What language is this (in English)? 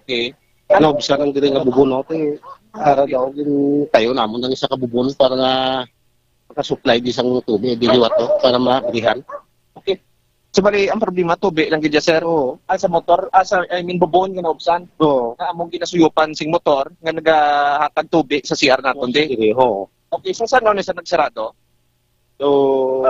Hiligaynon